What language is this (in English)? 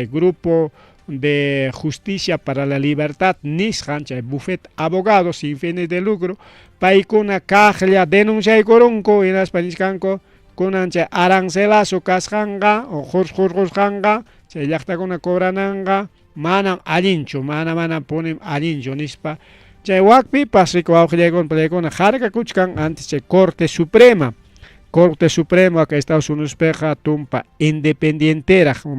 Ayacucho Quechua